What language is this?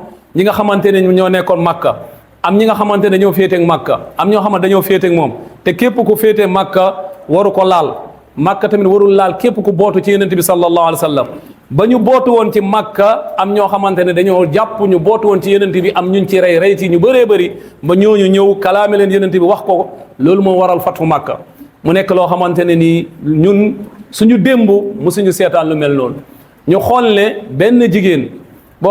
Wolof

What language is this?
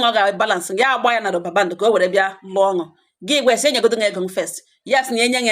Igbo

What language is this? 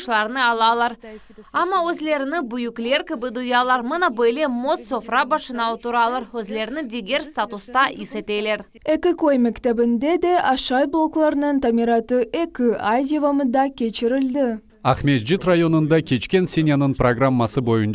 Crimean Tatar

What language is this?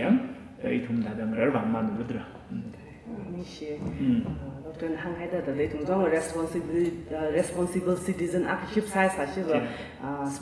Tangkhul Naga (India)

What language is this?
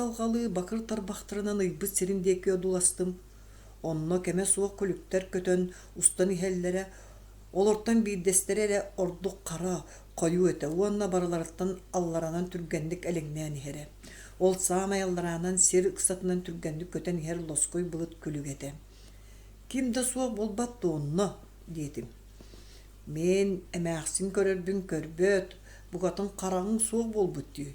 Yakut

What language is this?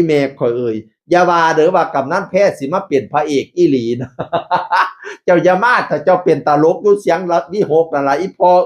Northeastern Thai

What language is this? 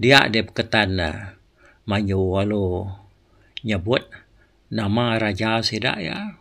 Iban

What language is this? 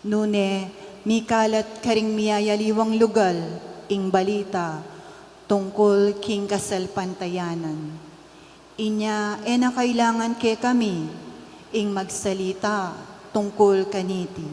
Pampanga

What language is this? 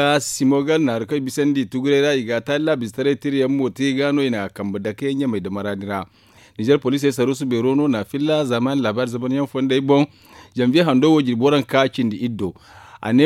Zarma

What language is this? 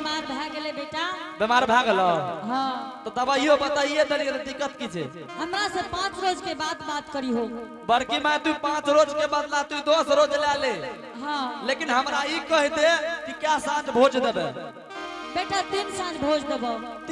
Angika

